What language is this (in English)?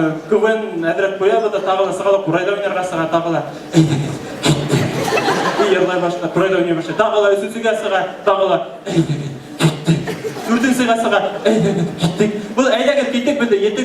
Bashkir